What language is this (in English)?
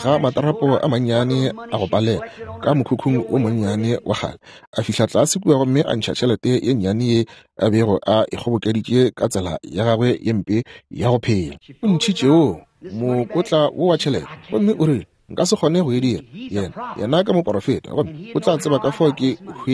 Northern Sotho